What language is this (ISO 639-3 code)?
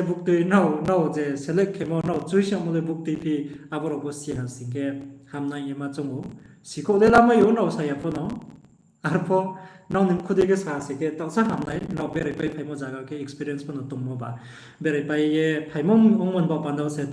ria